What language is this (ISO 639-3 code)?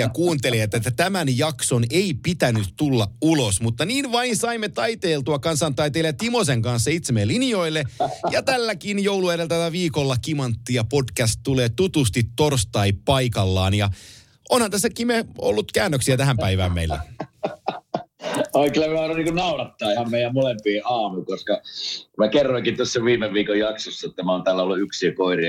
fin